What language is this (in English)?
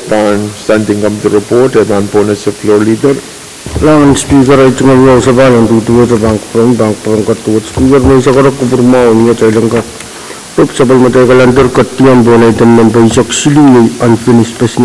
Pohnpeian